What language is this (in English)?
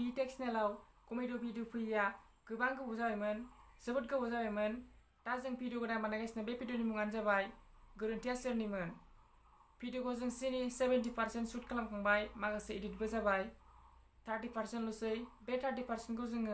Bodo